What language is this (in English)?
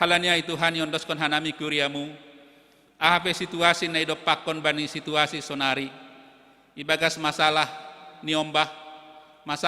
Batak Simalungun